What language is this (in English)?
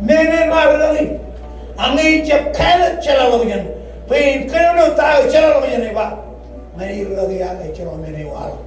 Marshallese